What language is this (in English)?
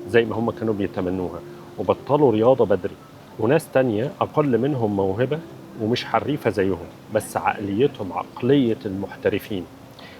Egyptian Arabic